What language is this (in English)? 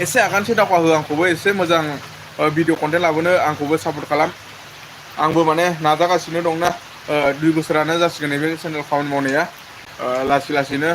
Bodo